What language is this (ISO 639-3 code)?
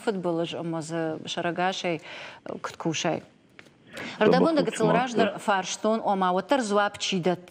oss